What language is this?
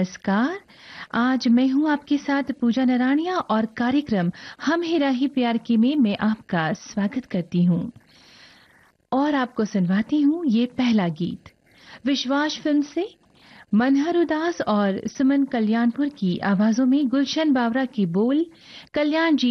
Hindi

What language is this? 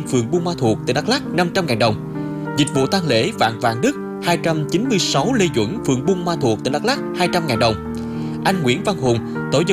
Vietnamese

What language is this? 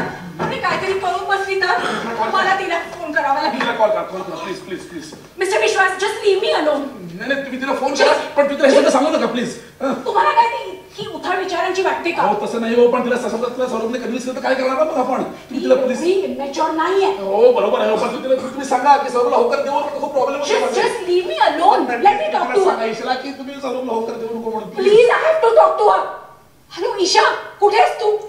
Marathi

